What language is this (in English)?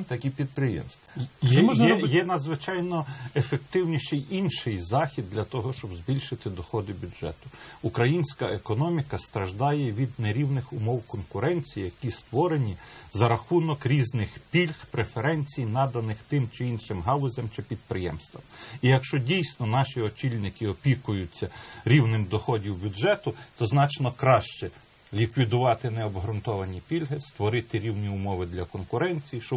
Ukrainian